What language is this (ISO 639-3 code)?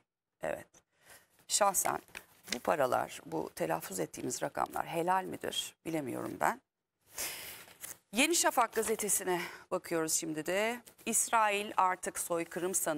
tur